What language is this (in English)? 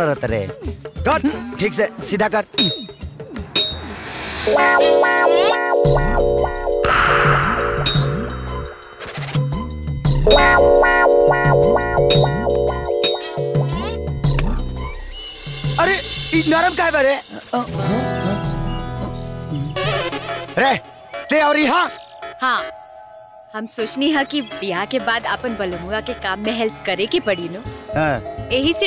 Bhojpuri